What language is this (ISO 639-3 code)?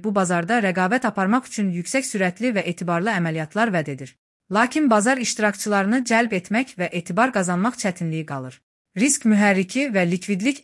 aze